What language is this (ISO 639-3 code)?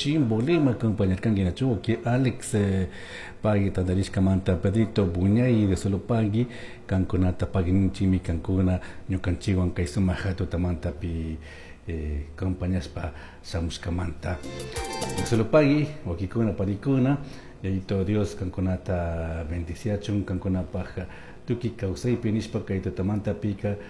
qug